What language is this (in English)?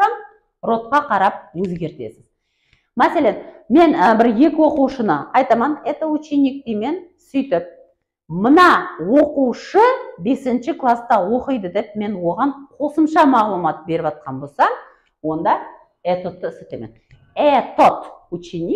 Kara-Kalpak